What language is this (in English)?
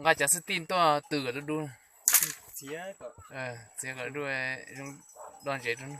Hmong